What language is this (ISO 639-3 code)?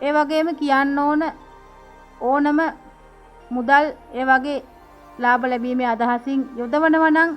sin